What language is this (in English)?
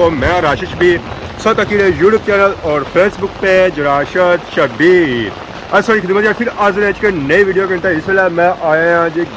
Pahari-Potwari